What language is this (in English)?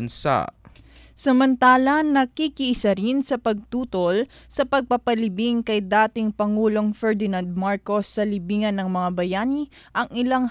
Filipino